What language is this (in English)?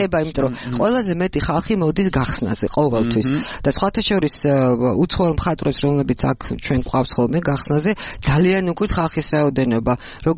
Georgian